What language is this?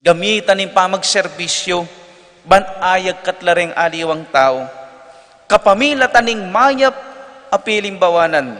Pampanga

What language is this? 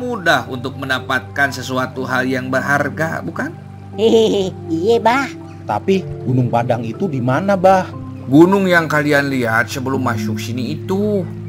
Betawi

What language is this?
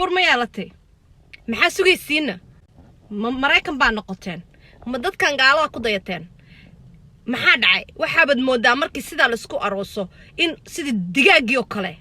Somali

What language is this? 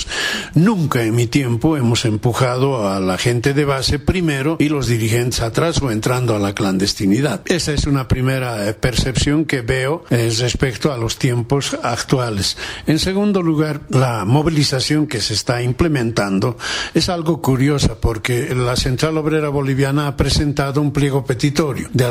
Spanish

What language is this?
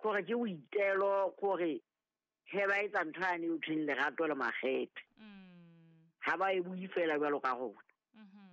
Southern Sotho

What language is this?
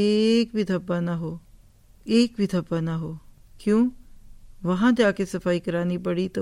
Urdu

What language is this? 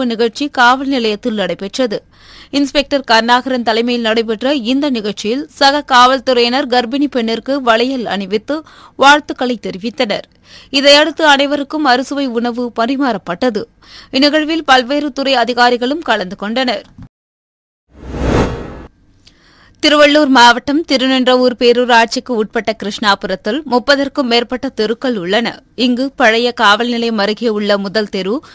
Tamil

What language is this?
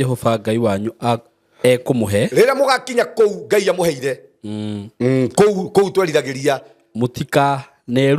Kikuyu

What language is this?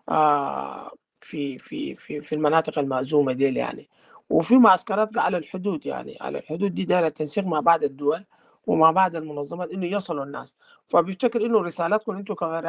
Sudanese Arabic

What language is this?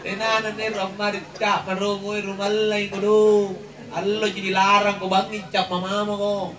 Makasar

